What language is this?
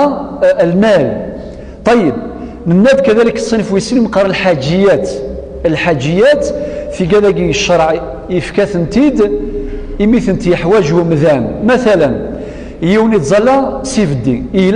Kabyle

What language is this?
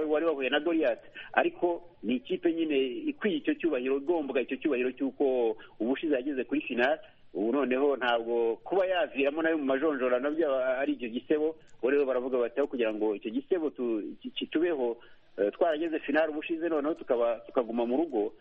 Kinyarwanda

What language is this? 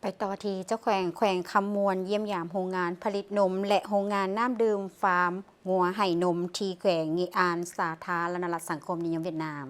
Lao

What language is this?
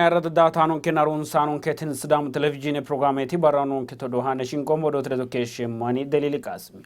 Sidamo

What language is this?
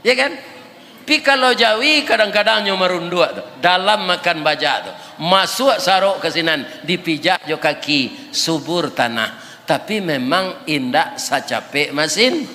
Minangkabau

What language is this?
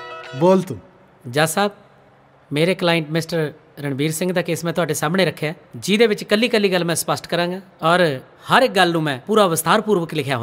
Punjabi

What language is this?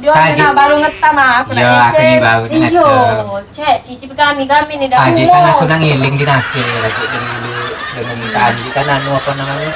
Musi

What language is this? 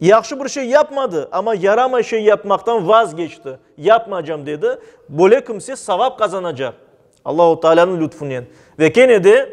Crimean Tatar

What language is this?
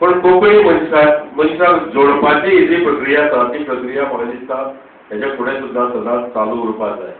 Konkani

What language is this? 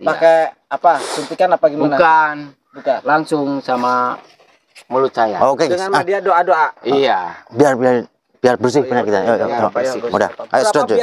Indonesian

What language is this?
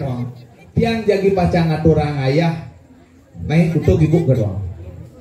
Balinese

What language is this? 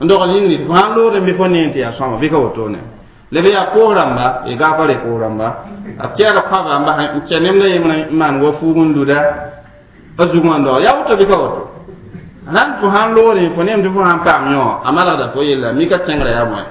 Mossi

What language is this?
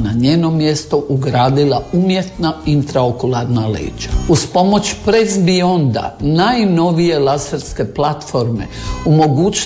Croatian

